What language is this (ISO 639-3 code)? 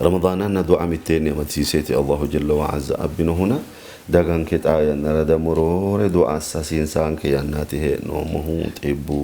sid